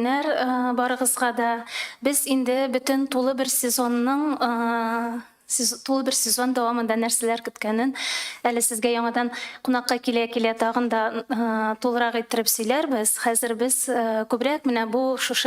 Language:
Tatar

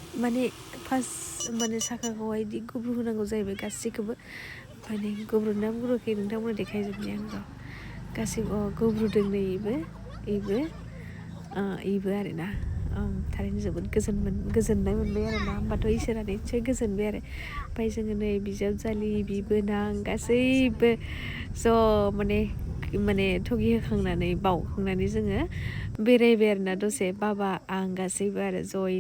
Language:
Bodo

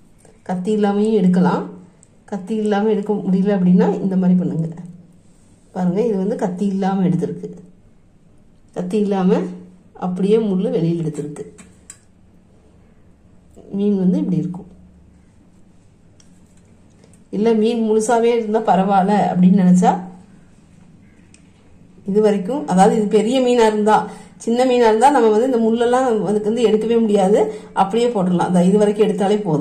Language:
Tamil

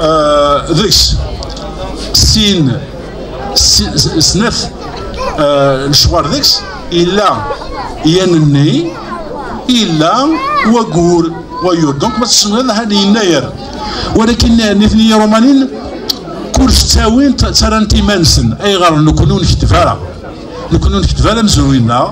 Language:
Kabyle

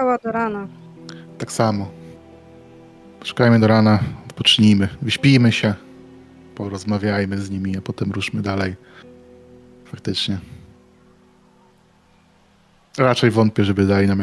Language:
Polish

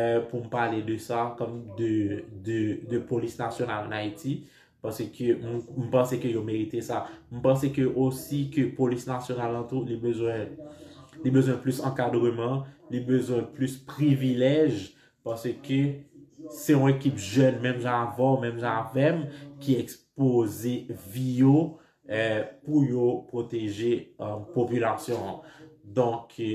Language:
Haitian Creole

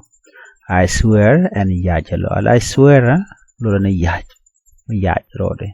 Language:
Nuer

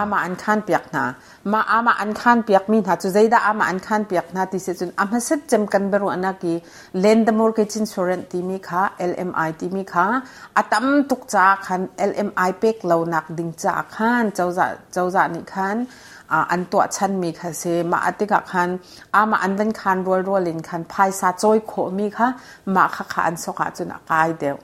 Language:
Hakha Chin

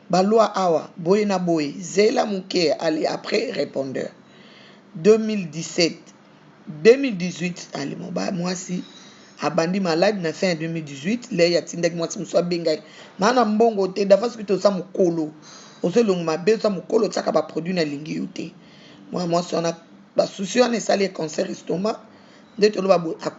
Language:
Lingala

